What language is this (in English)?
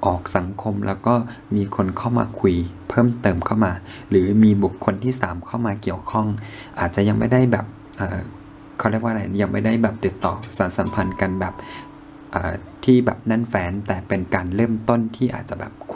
Thai